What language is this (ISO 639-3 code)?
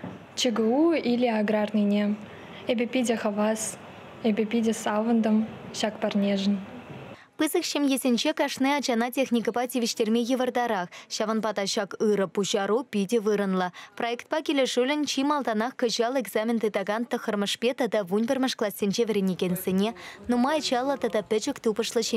chv